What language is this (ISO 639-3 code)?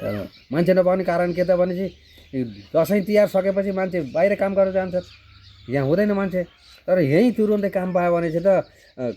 nep